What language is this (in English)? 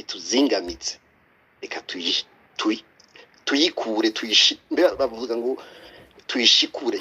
Rundi